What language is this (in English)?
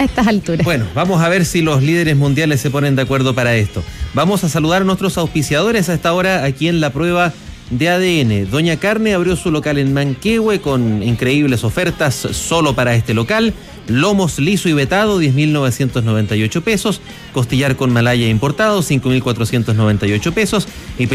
Spanish